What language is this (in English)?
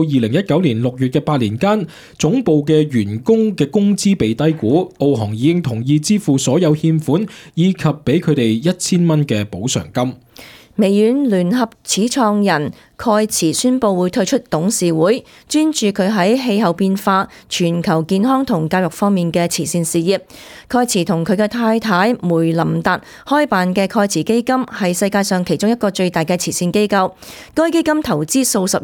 Cantonese